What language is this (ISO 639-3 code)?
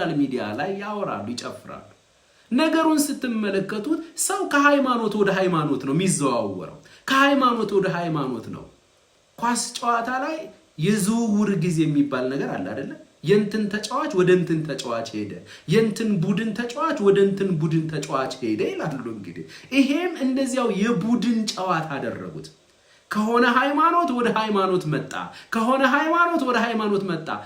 amh